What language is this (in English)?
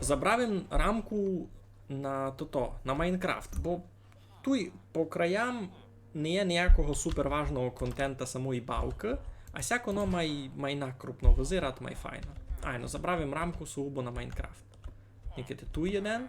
Rusyn